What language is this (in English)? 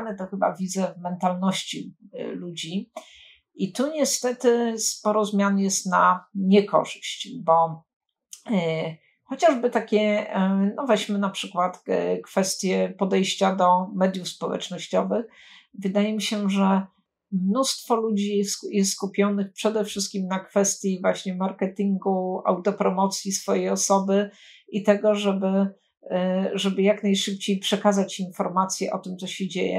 Polish